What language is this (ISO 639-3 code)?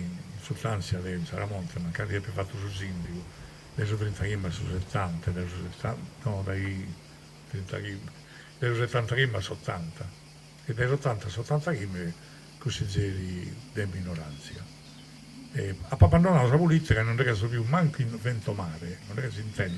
srd